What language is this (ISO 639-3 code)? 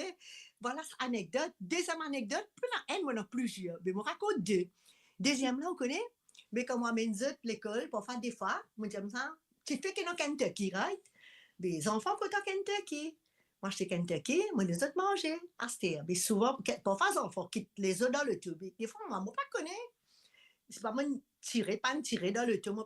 mfe